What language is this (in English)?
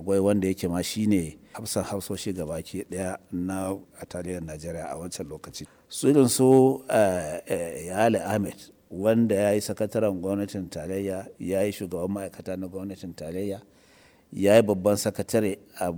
Hausa